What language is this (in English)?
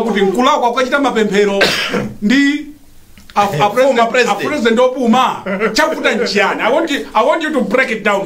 Nyanja